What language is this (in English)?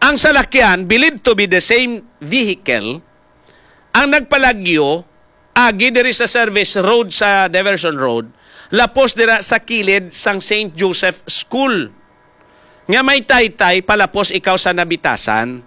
Hiligaynon